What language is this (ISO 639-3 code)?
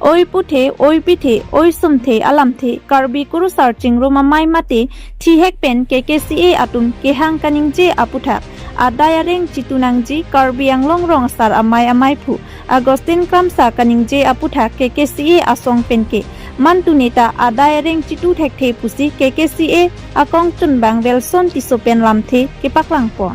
mjw